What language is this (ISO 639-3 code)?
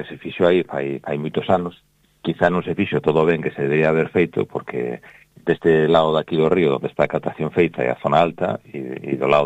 glg